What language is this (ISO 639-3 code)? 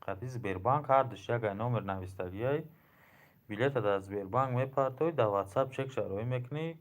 tgk